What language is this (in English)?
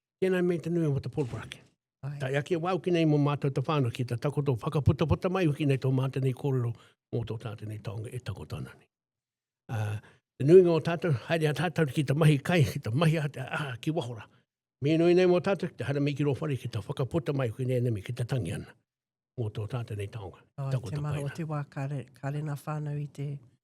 Māori